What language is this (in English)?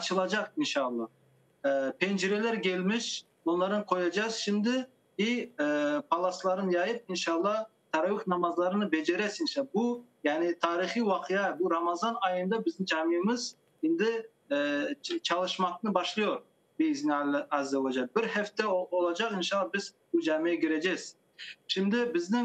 Crimean Tatar